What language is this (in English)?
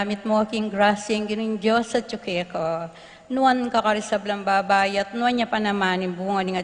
Pampanga